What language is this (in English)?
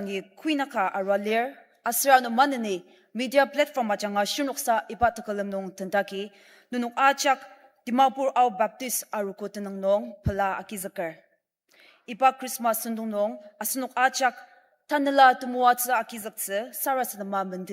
Ao Naga